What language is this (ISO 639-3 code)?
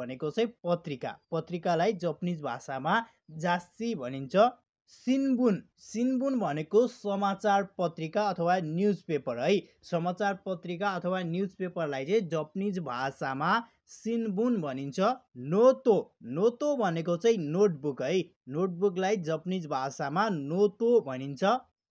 nep